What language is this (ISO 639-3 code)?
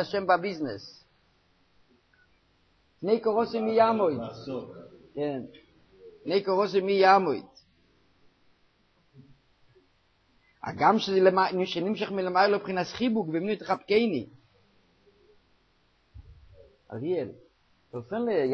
heb